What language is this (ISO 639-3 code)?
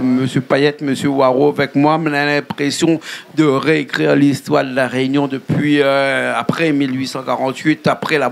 rcf